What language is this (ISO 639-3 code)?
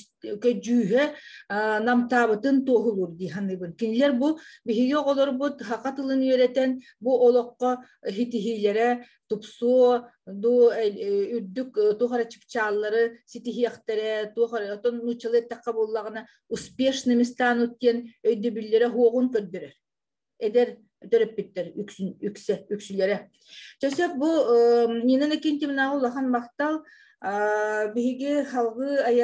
sah